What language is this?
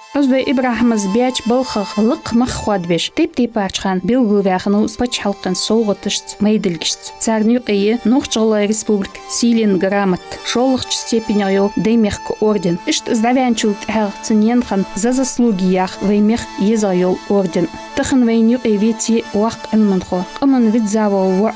Ingush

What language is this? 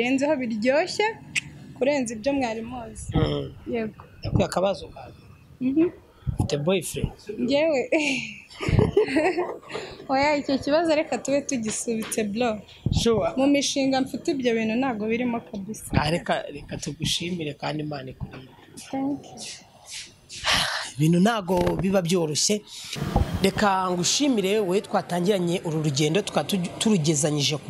Kinyarwanda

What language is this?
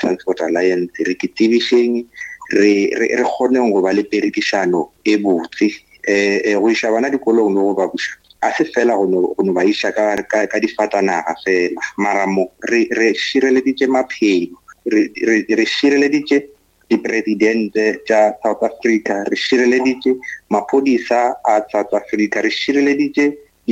Northern Sotho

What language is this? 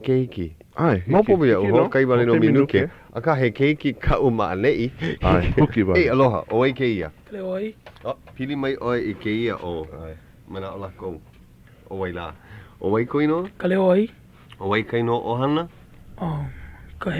Hawaiian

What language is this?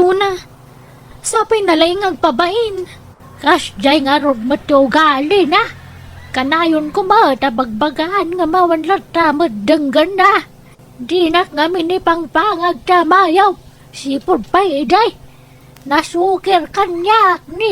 Iloko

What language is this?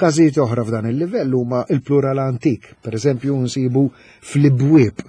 Maltese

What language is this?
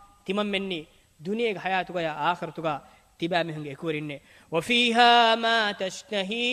Divehi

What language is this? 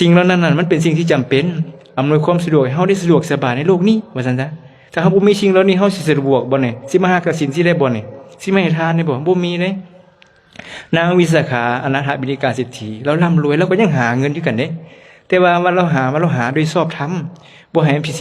Lao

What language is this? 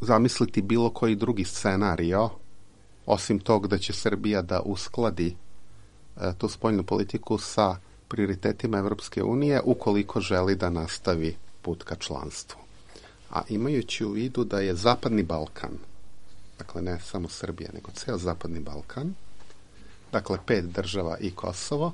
Serbian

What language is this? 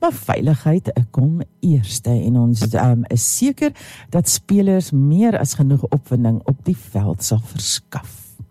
Afrikaans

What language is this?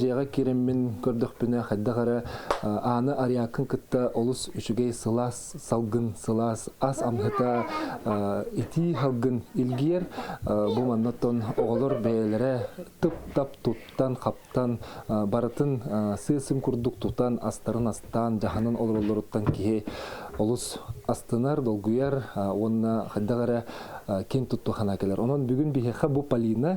Yakut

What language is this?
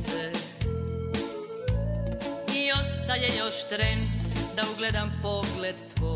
Croatian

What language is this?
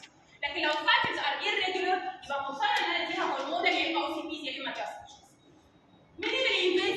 Egyptian Arabic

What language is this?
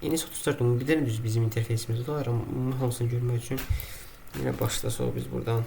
Azerbaijani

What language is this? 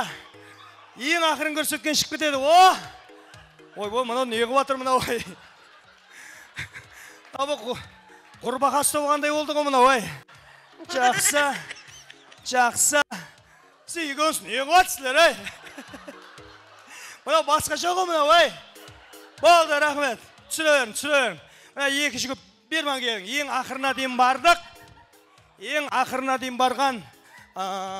Kara-Kalpak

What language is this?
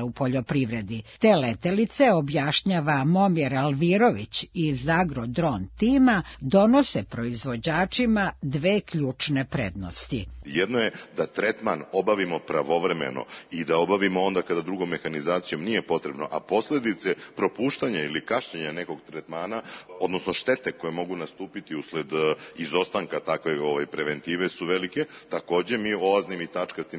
Serbian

